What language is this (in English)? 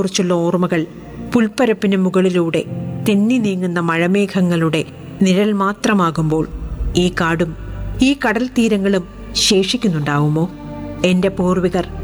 Malayalam